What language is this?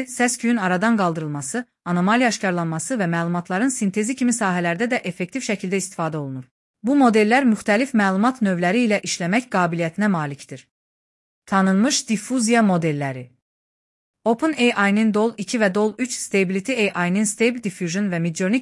Azerbaijani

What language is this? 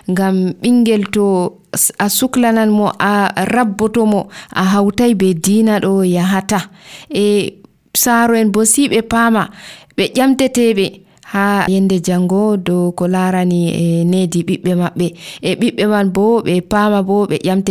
Nigerian Fulfulde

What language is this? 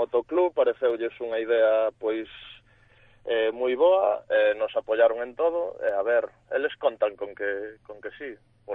Galician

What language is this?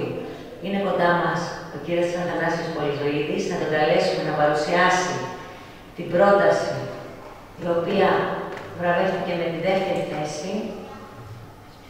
Greek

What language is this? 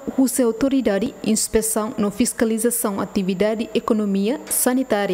Tetum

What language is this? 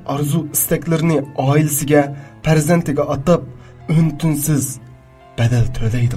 Uyghur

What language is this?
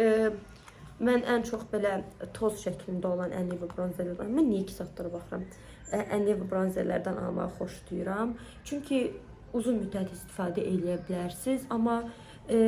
Azerbaijani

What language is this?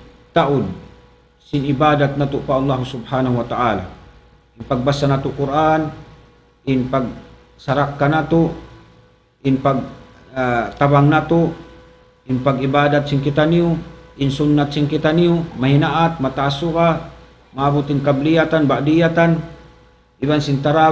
Tausug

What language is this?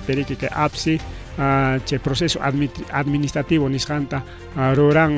Ayacucho Quechua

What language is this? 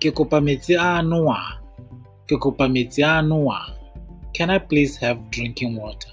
Tswana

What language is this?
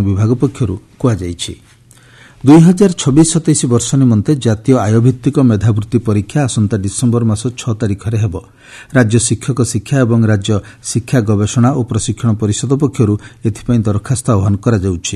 Odia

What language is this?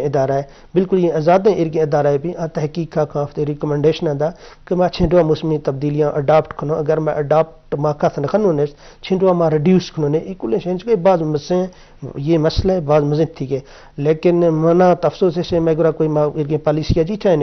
Eastern Balochi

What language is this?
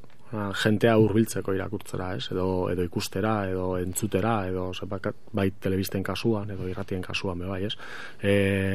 Basque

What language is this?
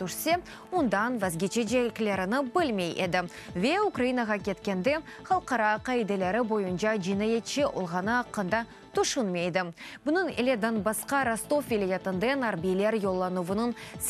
Crimean Tatar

